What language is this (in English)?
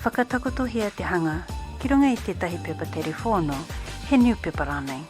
Māori